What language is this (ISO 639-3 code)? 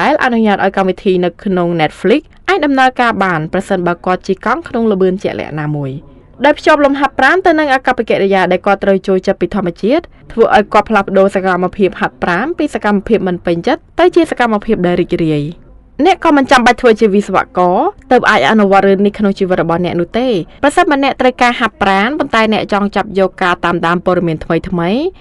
khm